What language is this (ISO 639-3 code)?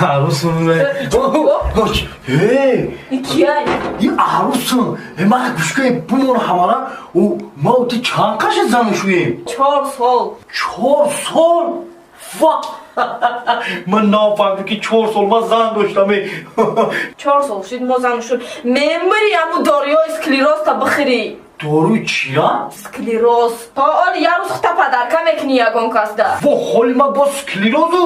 tgk